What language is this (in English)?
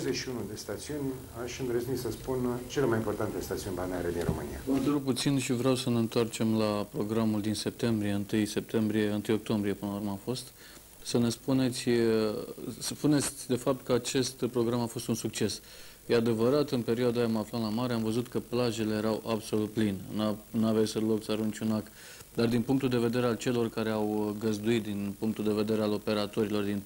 Romanian